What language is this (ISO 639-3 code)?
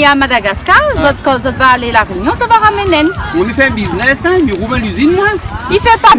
rcf